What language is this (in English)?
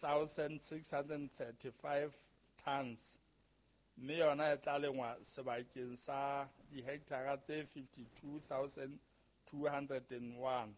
Southern Sotho